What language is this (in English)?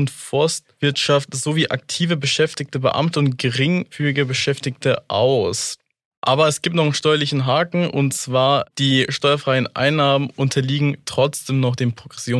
German